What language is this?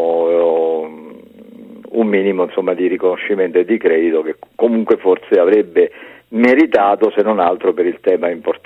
Italian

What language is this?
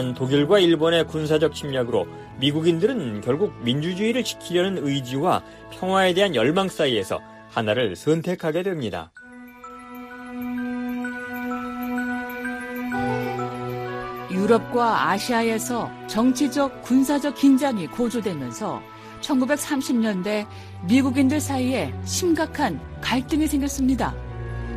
Korean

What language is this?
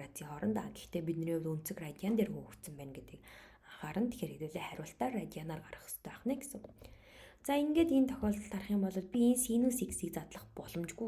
Mongolian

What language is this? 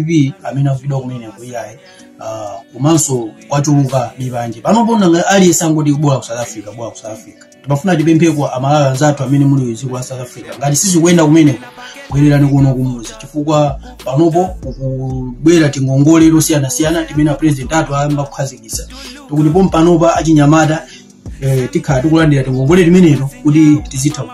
Nyanja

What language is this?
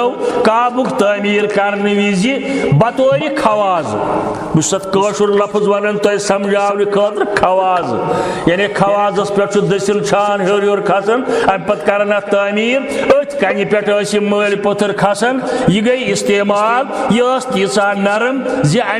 Kashmiri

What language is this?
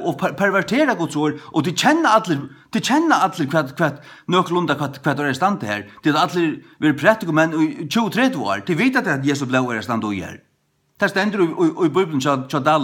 Faroese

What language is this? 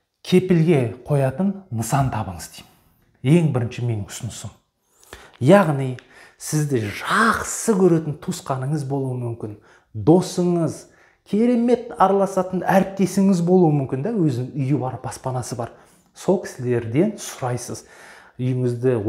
Kazakh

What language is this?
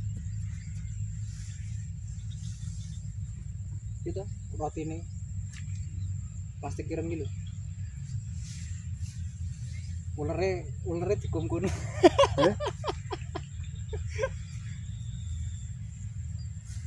Indonesian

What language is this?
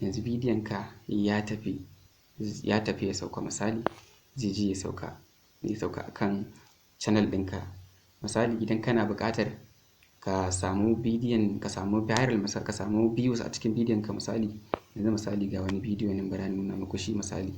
Hausa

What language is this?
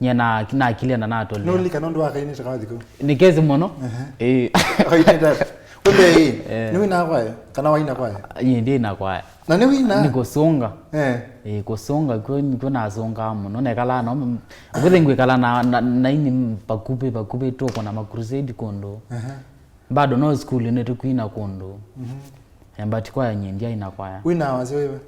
Kamba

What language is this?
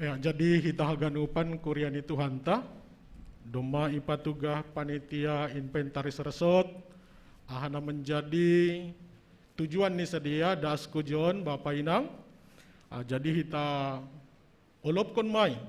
Batak Simalungun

